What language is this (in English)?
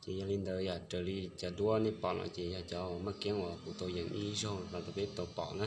Hmong